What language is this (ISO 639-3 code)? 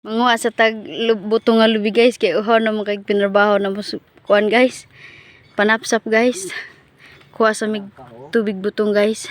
ceb